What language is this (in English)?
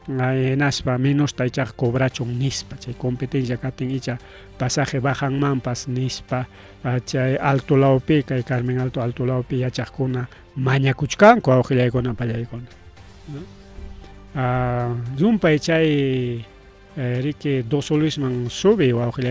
Ayacucho Quechua